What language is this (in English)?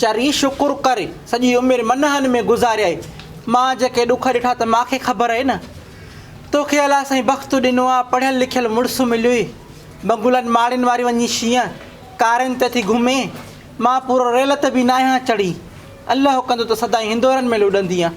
Sindhi